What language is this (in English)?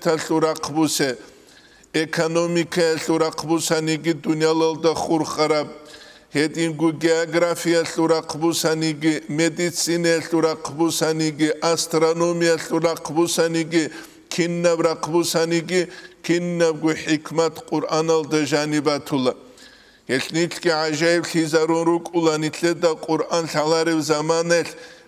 Avaric